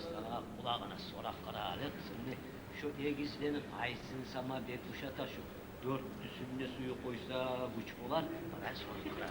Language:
Kumyk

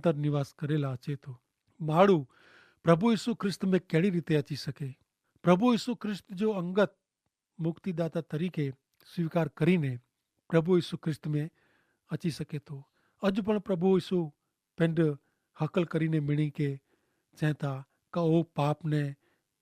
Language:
Kachhi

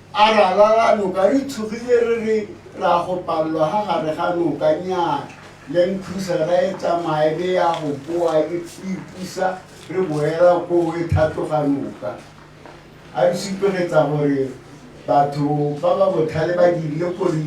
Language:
Tswana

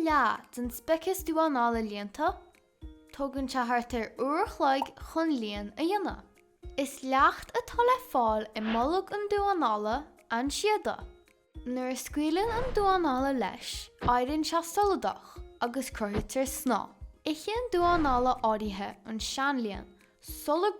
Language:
Irish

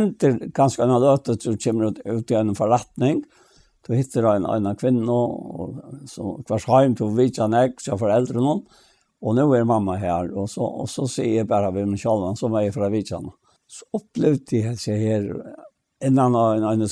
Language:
Faroese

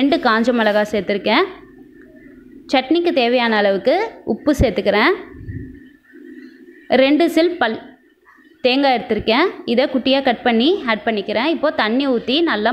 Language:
Tamil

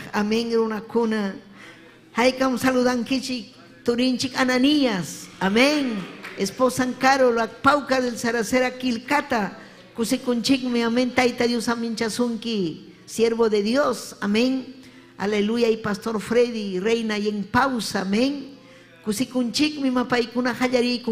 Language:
Ayacucho Quechua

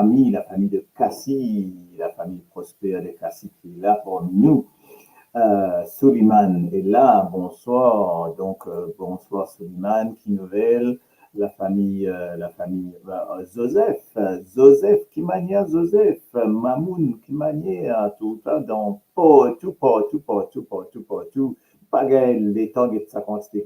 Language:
Morisyen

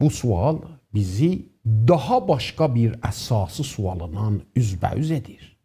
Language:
South Azerbaijani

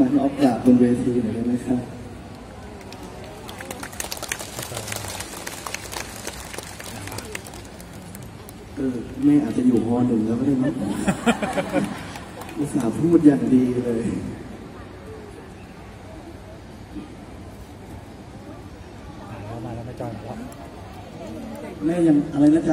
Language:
Thai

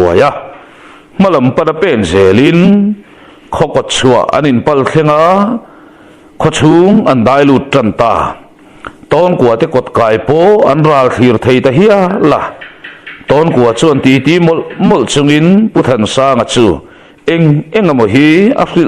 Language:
Mizo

